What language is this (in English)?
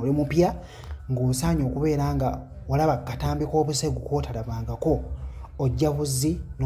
Ganda